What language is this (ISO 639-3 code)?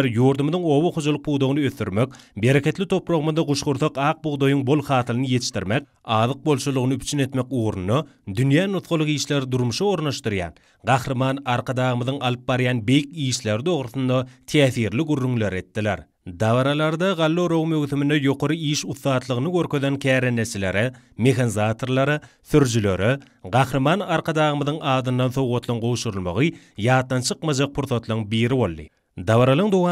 tuk